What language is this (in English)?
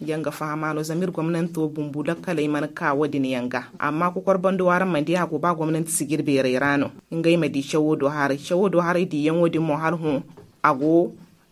Zarma